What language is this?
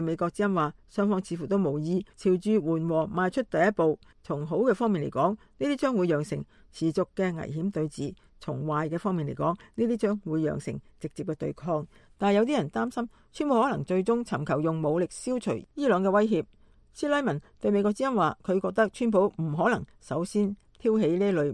Cantonese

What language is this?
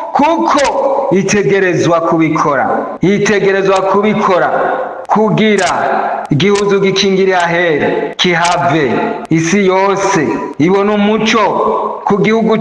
Rundi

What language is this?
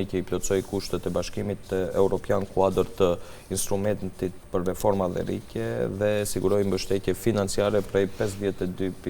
Albanian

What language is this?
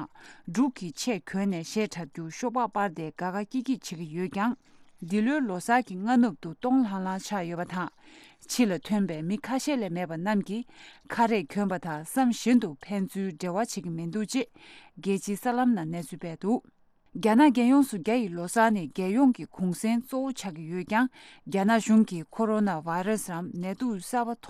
Tibetan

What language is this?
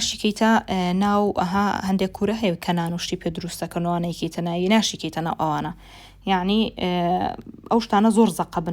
Central Kurdish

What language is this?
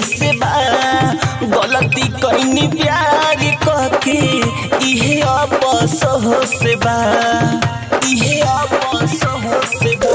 Bhojpuri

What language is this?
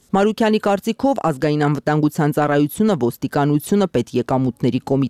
Armenian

